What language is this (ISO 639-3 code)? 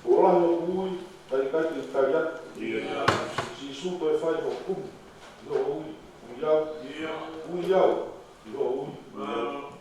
ton